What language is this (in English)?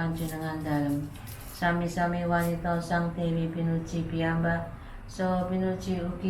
Javanese